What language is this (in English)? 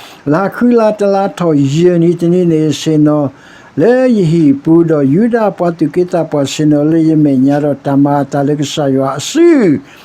S'gaw Karen